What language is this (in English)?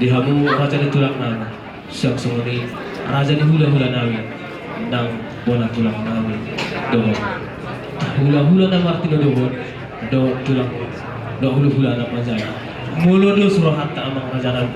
Batak Toba